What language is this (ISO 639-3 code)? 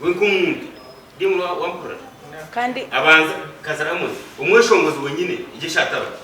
nyn